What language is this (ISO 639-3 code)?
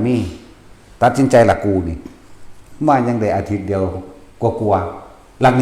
tts